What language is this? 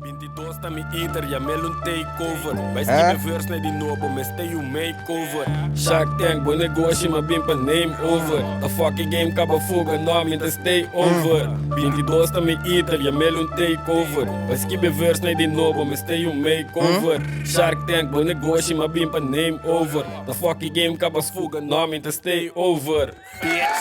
Papiamento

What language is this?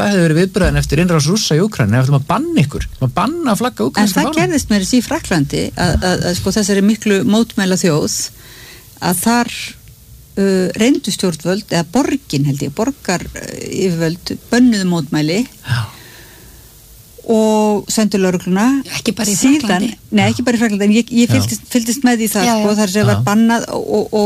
Icelandic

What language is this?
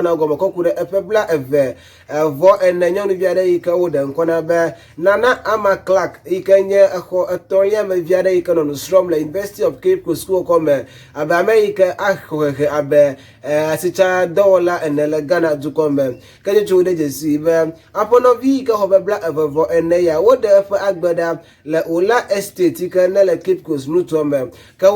Ewe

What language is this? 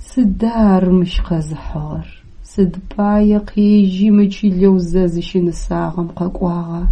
Adyghe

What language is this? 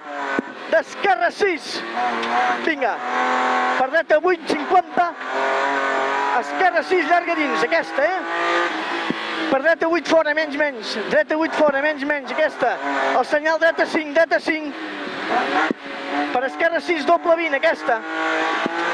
Catalan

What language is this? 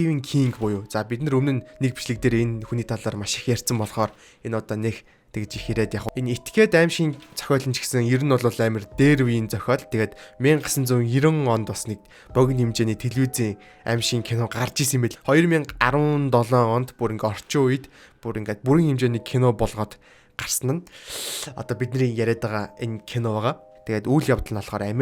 Mongolian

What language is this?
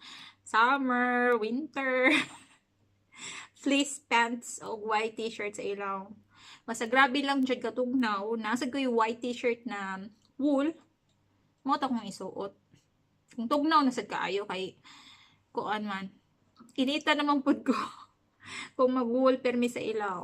Cebuano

